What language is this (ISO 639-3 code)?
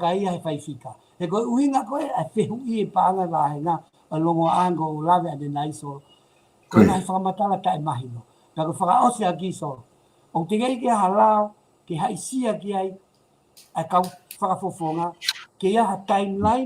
ton